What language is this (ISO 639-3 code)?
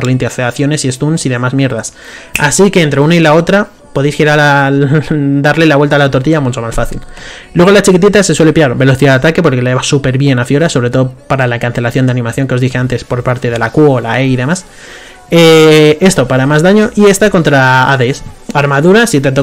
spa